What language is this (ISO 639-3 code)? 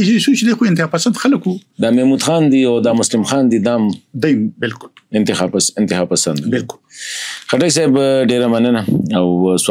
pus